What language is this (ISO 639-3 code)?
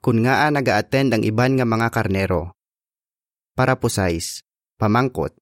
hil